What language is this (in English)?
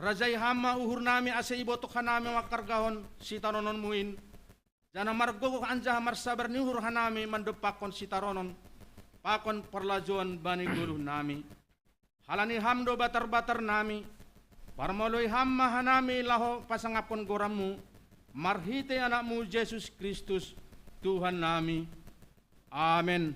Batak Simalungun